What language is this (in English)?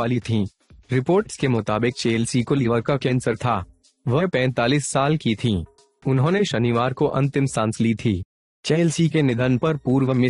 Hindi